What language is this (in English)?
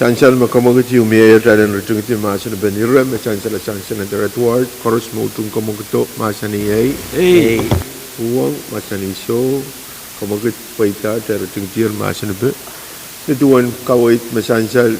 Pohnpeian